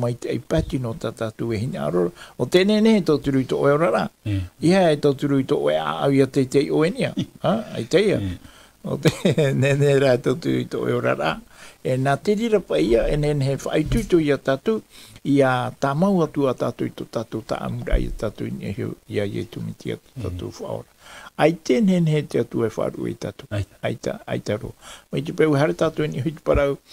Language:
Tahitian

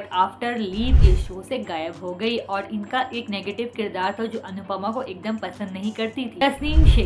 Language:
Hindi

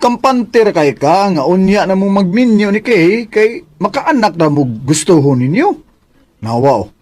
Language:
Cebuano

